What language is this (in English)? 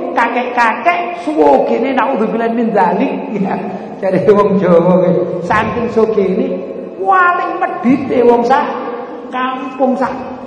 Javanese